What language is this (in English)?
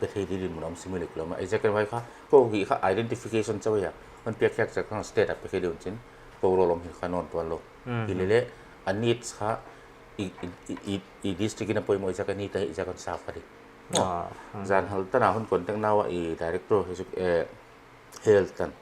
Paite Chin